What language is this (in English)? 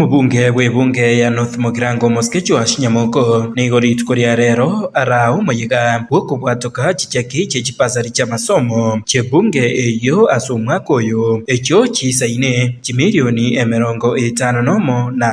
Gusii